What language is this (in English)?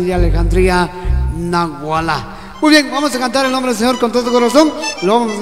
Spanish